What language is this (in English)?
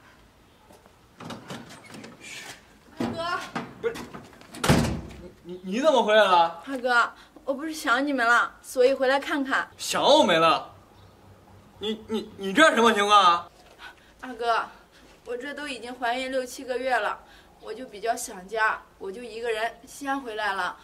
Chinese